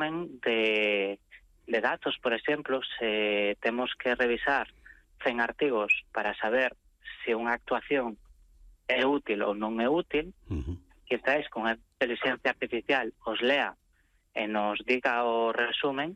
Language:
Galician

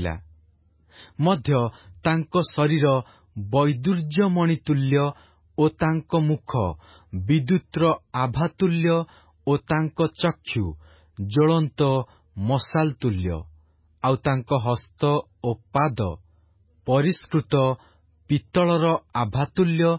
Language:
Odia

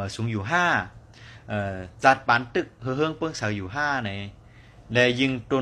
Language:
Shan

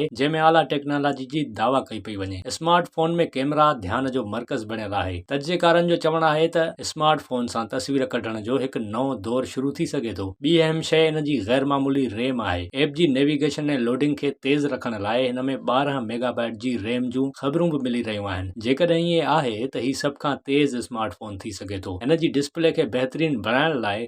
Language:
Sindhi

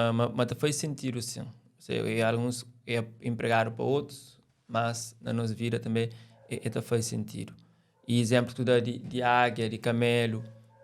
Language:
Kabuverdianu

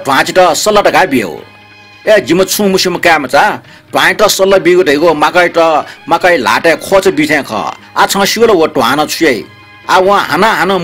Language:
Newari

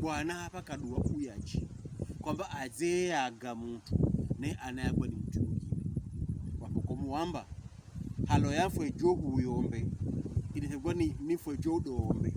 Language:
Pokomo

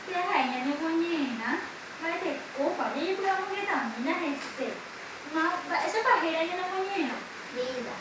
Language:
Guarani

